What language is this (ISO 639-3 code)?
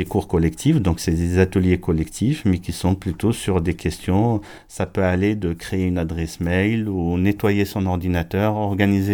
fra